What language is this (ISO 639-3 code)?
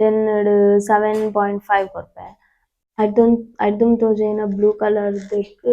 tcy